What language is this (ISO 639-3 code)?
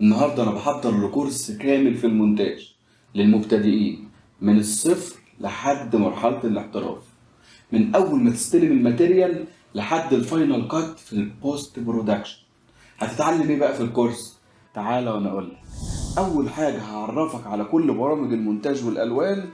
arz